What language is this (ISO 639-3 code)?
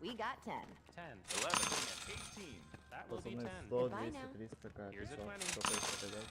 sah